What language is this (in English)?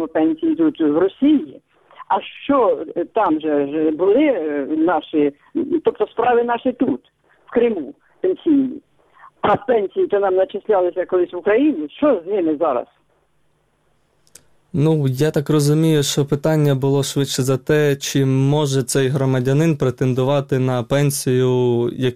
Ukrainian